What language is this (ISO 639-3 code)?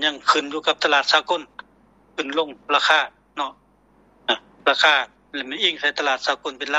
lao